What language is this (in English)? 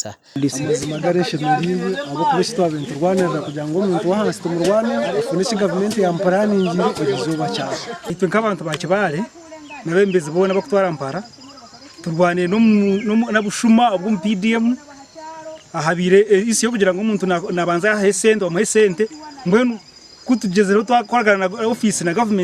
Nyankole